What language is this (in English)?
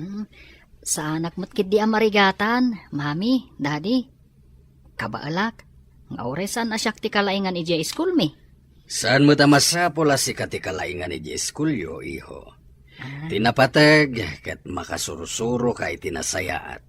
Iloko